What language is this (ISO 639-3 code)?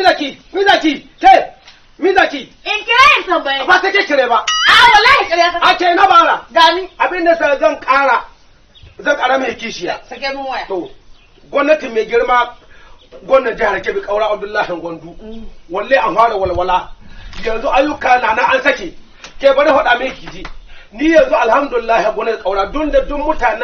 hau